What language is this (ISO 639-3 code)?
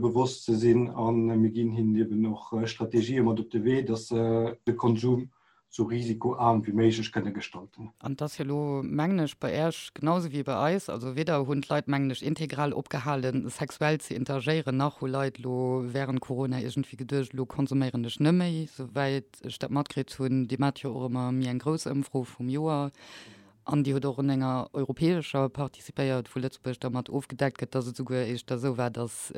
ltz